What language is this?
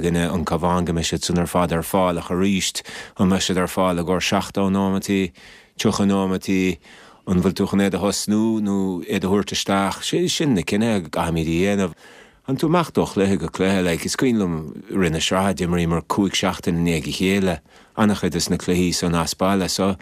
Irish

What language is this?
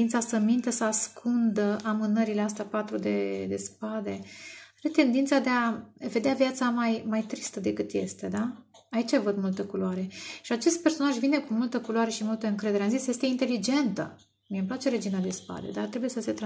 Romanian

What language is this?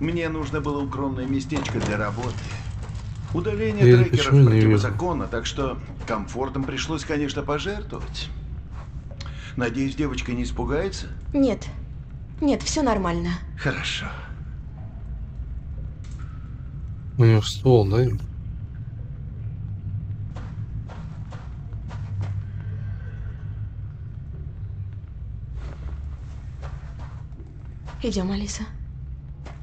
Russian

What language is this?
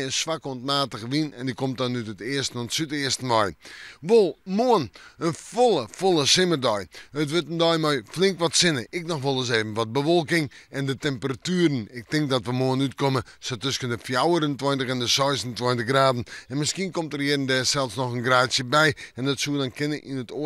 Western Frisian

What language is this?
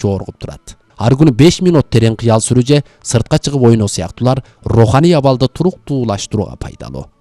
Kyrgyz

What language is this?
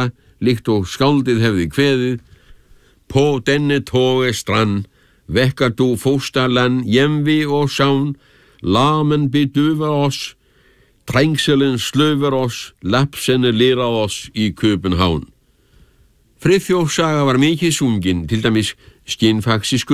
Icelandic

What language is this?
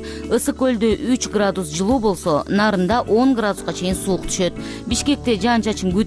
Kyrgyz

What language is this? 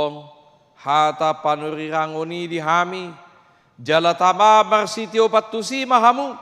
Batak Toba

